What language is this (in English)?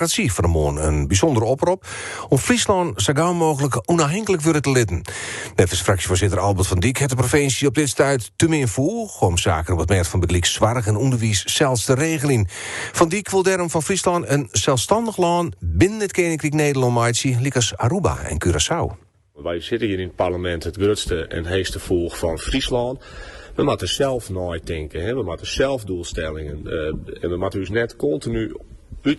Western Frisian